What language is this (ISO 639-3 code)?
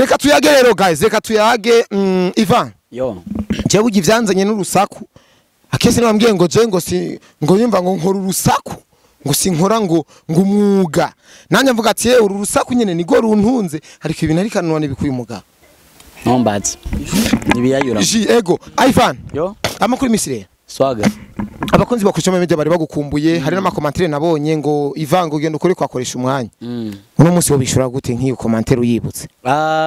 run